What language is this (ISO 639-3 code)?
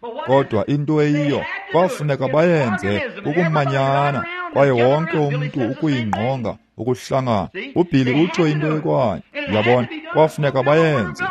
xho